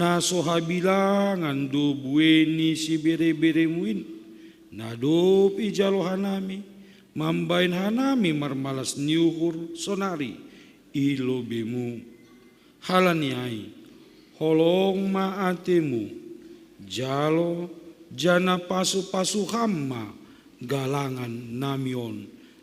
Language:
Batak Simalungun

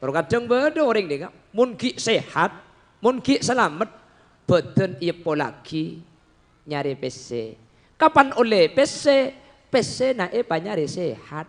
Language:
Madurese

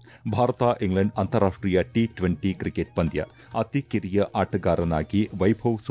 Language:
Kannada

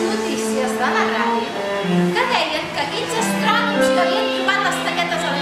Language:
Catalan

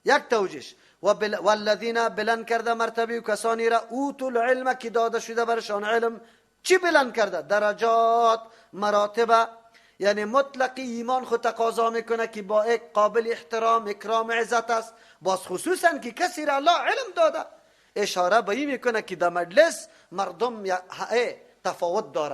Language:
Persian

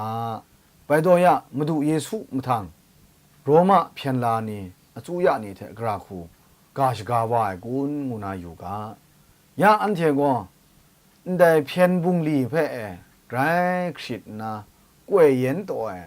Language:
Kachin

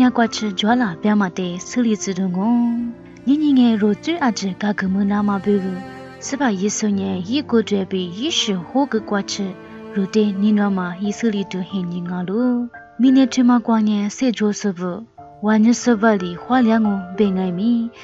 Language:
Lisu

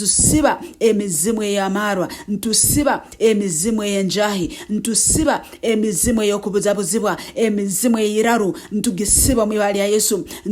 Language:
Nyankole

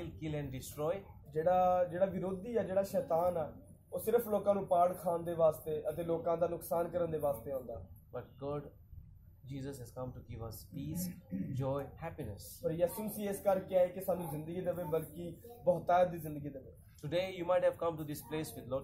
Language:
Punjabi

